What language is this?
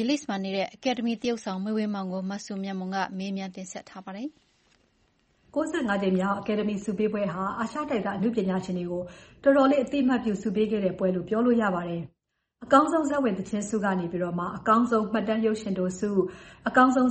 Burmese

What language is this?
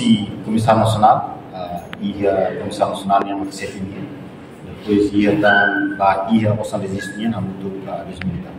Tetum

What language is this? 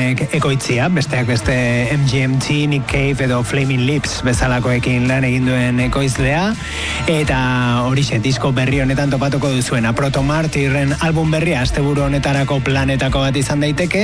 Basque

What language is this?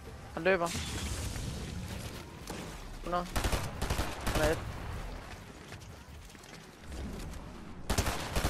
Danish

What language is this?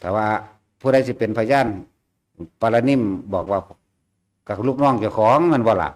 Northeastern Thai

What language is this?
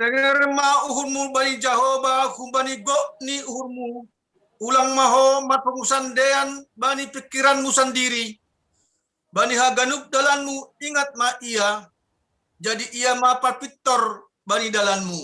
Batak Simalungun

